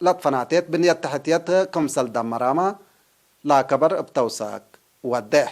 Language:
Tigre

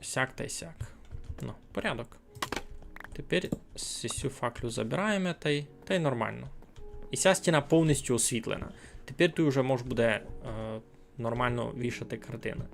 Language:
Rusyn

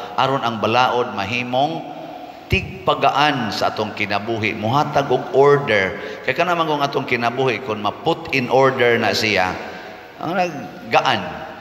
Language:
Cebuano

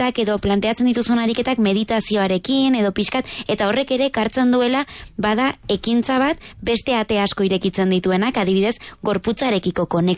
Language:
Basque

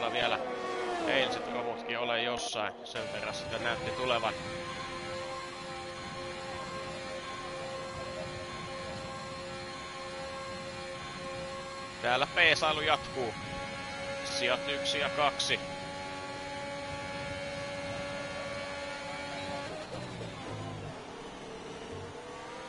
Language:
Finnish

